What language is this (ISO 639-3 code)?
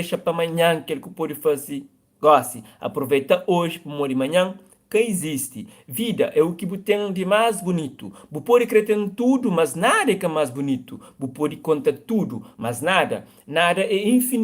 kea